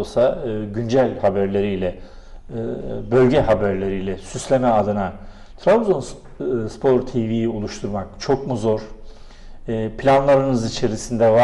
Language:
Turkish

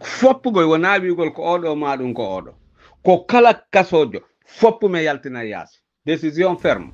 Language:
Pular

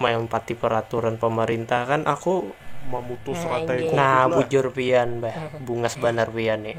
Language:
Banjar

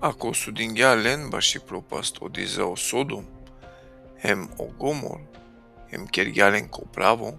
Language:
Balkan Romani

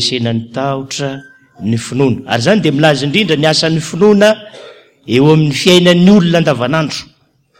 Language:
Malagasy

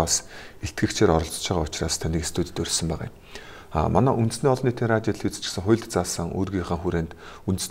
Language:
Mongolian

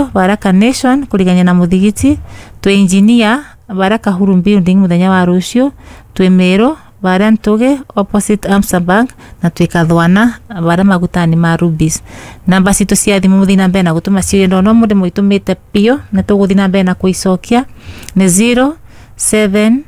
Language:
Kikuyu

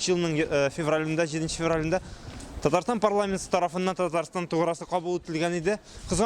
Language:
Tatar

